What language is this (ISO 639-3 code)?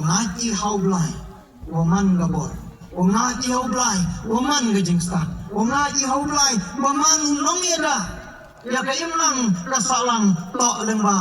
kha